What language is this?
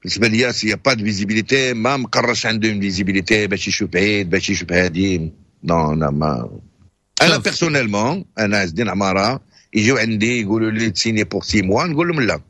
Moroccan Arabic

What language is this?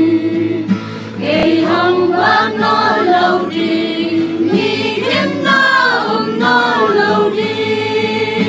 Tedim Chin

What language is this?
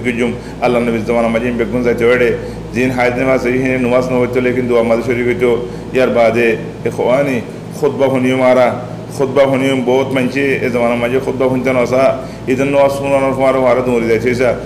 Rohingya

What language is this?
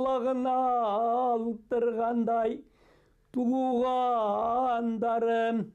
Bashkir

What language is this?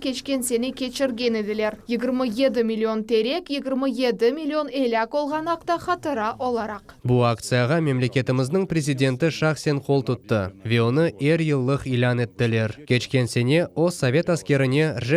Crimean Tatar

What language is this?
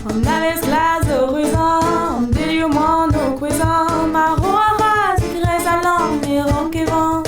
Breton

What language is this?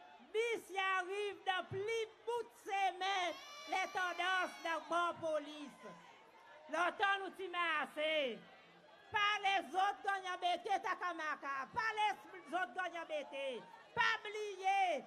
Seselwa Creole French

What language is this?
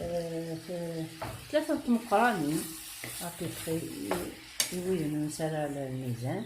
Kabyle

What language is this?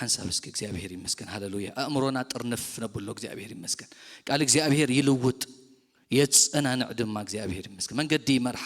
Tigrinya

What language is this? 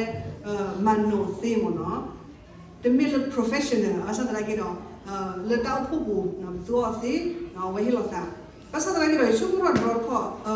S'gaw Karen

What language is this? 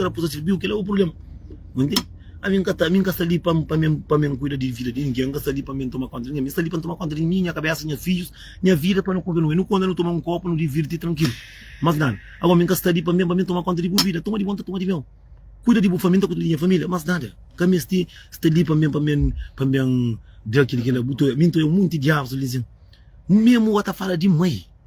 Kabuverdianu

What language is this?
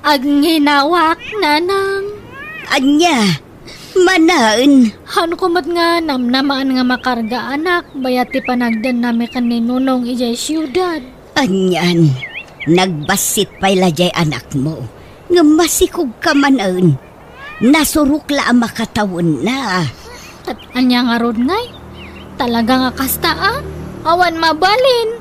Iloko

